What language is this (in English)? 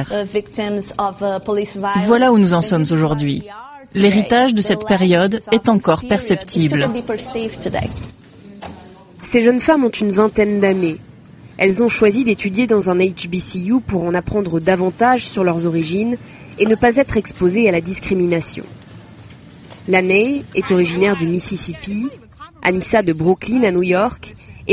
French